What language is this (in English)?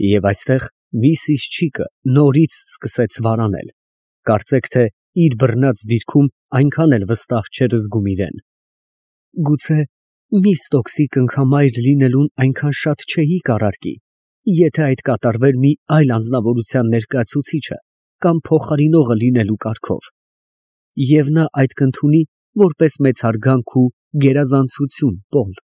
Armenian